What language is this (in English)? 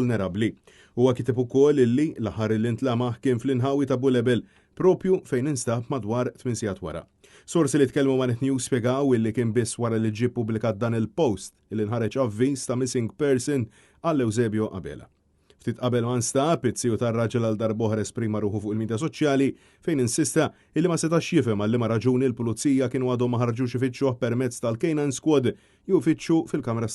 Maltese